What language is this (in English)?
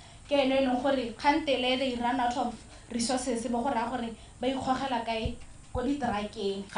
Tswana